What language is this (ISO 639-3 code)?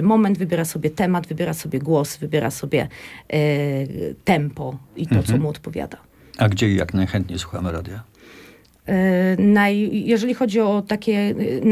pol